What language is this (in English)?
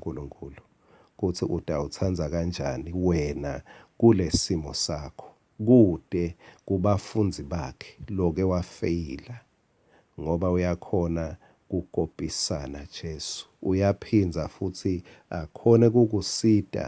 Swati